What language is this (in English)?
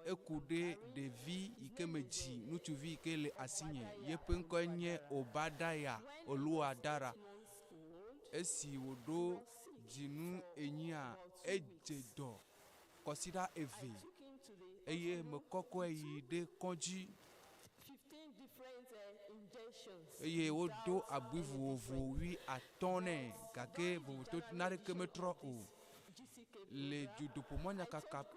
Ewe